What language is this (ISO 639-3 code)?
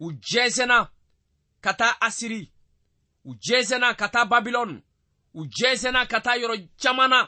bam